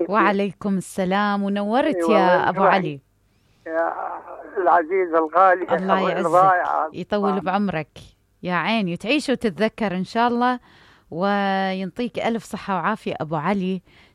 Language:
Mesopotamian Arabic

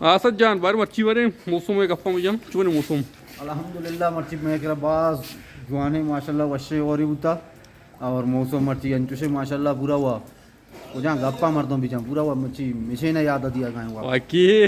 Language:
Baluchi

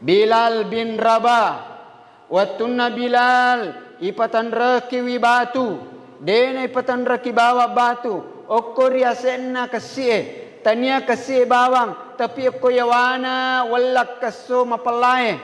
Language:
Buginese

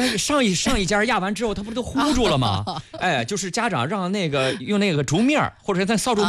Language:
Chinese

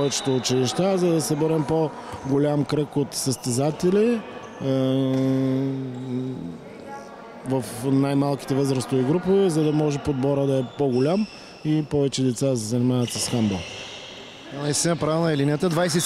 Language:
Bulgarian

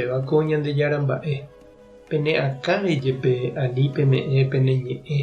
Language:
Guarani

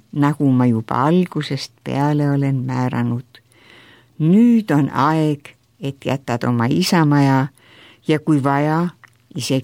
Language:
Estonian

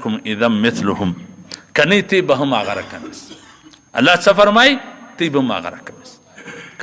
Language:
Pashto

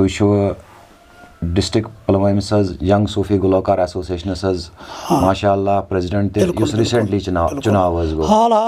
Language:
Kashmiri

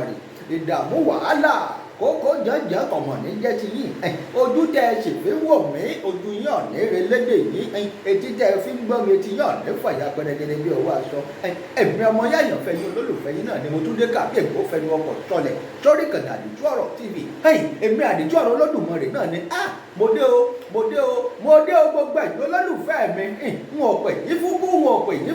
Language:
Yoruba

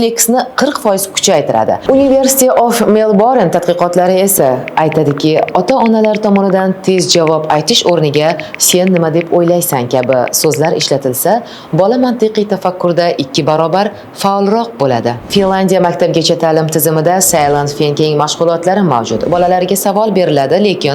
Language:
Uzbek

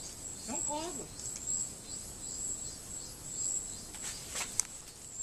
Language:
Portuguese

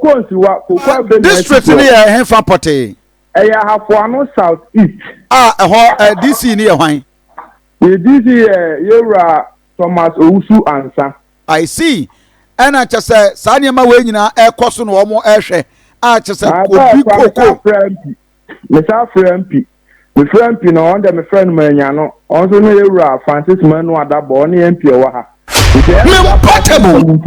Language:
Akan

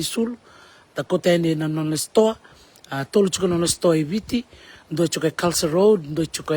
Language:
Fijian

